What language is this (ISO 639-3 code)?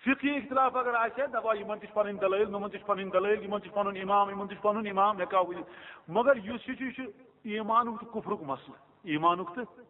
kas